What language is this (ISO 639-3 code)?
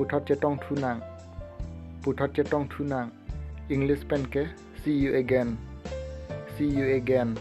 mjw